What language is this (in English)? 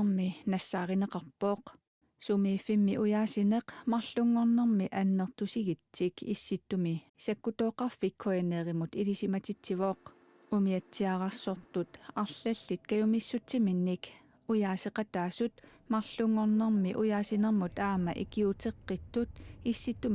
Kalaallisut